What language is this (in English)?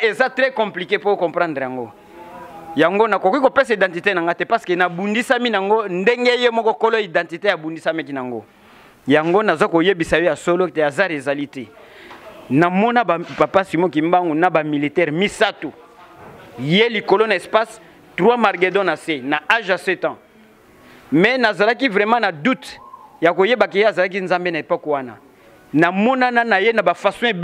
Lingala